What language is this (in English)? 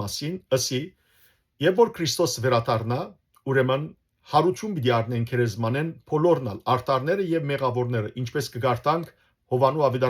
Western Armenian